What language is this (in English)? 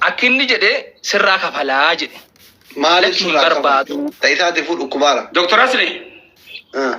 Oromo